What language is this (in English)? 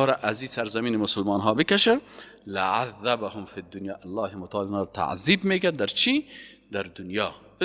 Persian